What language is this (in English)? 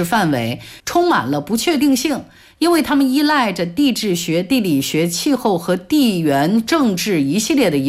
Chinese